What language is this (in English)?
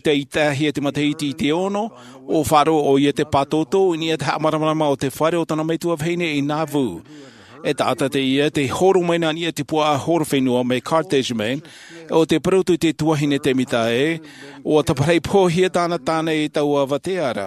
Tahitian